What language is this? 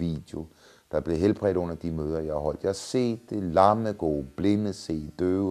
Danish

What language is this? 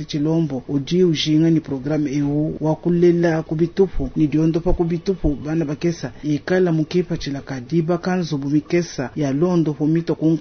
Luba-Lulua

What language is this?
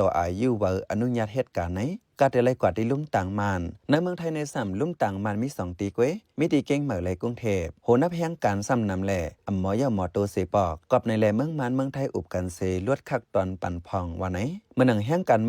Shan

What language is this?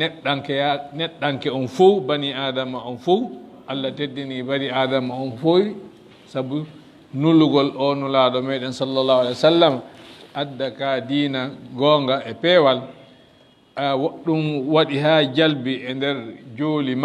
Fula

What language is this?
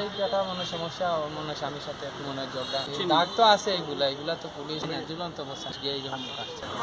Sylheti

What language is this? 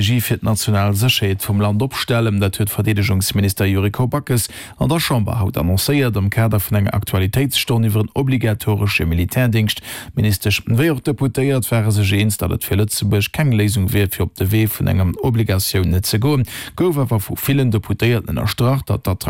Luxembourgish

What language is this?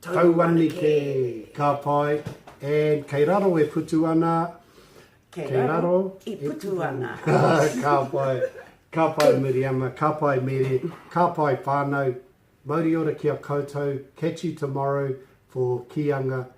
Māori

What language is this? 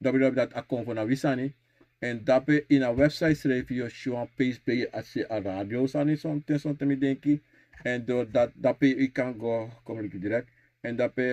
Sranan Tongo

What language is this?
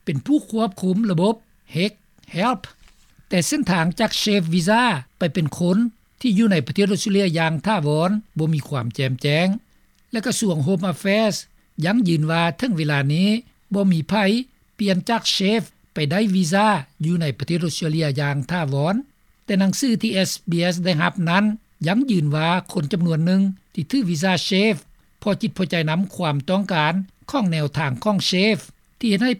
Lao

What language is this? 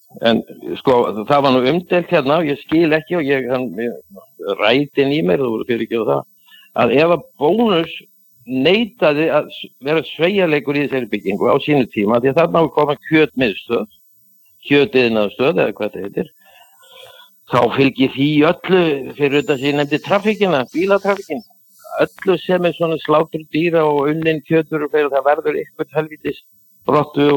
Icelandic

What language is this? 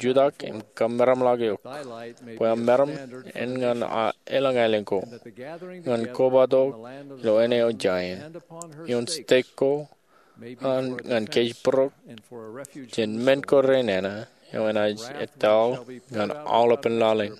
Marshallese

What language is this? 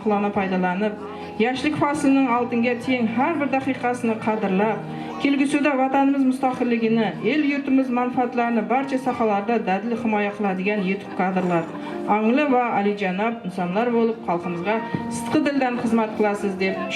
Kara-Kalpak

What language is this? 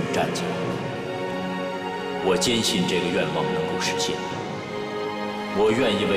Chinese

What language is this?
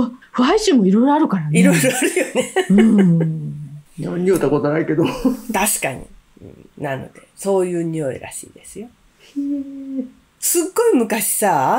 Japanese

